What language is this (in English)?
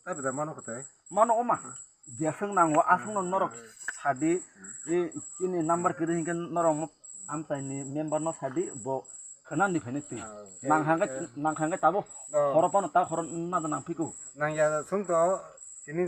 Kok Borok